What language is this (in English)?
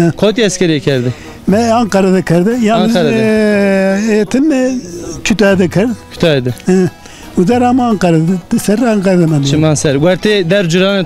Zaza